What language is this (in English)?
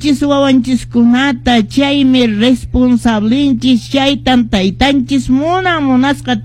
Quechua